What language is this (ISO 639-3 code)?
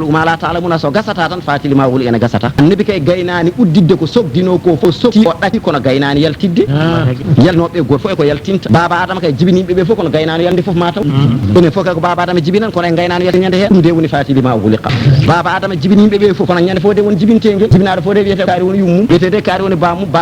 ful